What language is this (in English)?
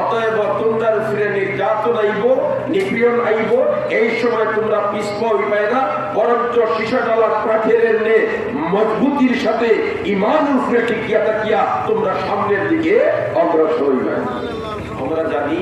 Sylheti